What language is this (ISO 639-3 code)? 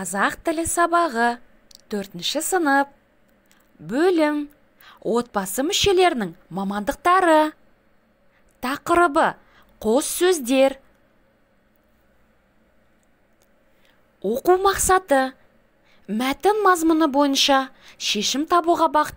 kaz